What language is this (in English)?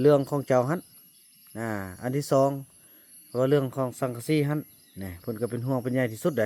Lao